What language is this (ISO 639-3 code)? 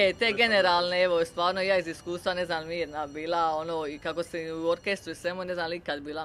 hrv